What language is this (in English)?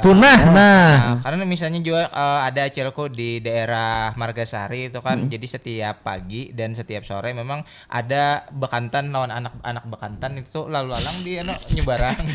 Banjar